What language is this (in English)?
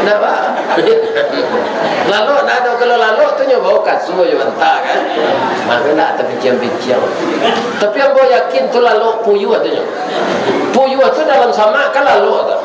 Minangkabau